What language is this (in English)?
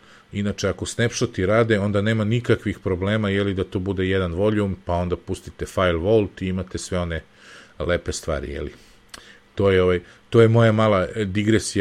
Serbian